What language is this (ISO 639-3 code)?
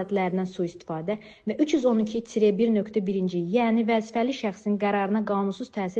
aze